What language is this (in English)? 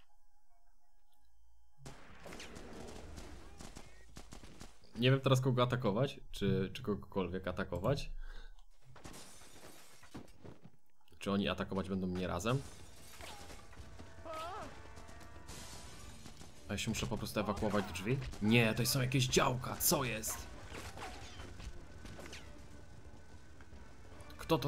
Polish